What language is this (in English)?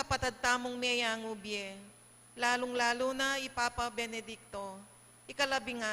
Pampanga